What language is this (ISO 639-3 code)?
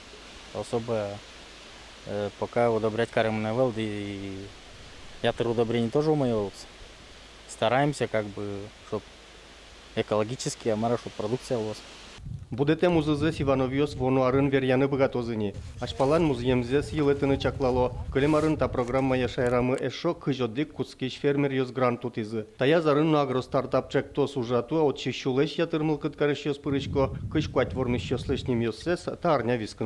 udm